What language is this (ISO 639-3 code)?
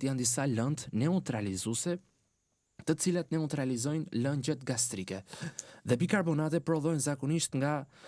sqi